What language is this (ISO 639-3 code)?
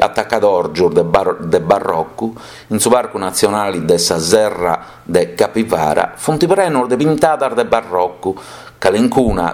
srd